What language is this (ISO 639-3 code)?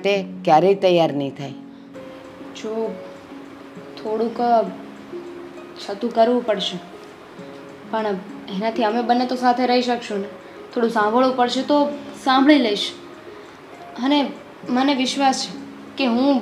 guj